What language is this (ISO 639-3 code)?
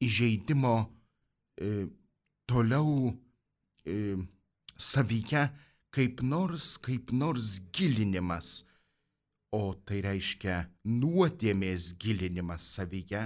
lit